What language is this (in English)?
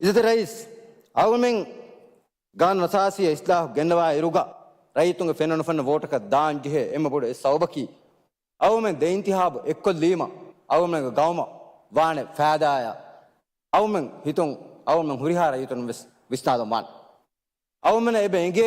Divehi